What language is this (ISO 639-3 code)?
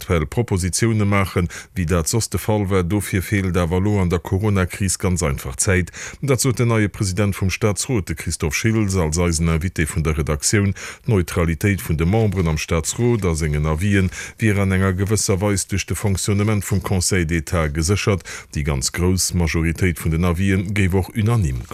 ltz